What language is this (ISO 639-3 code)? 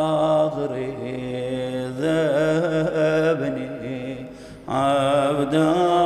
acm